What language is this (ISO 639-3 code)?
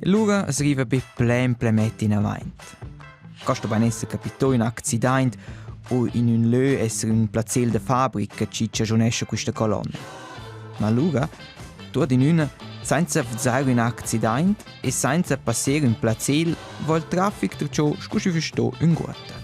roh